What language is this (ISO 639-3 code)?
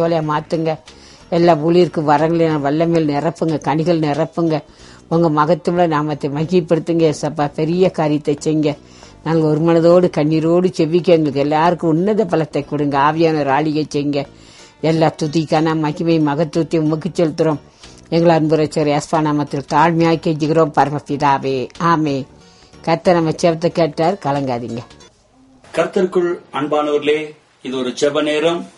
tam